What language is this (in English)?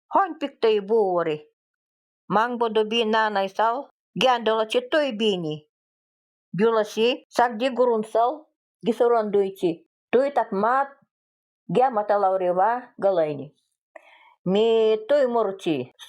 Nanai